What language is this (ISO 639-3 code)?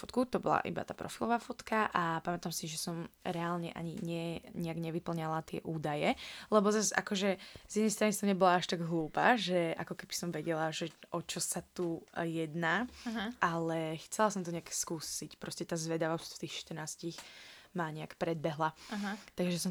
slk